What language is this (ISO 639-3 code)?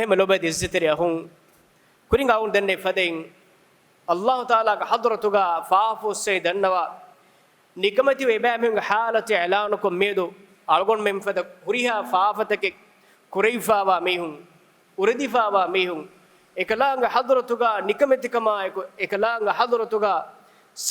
div